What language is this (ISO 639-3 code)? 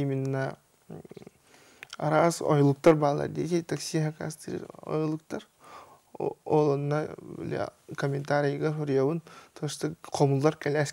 sah